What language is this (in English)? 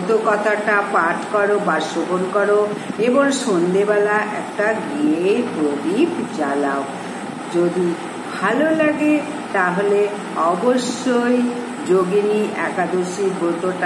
Bangla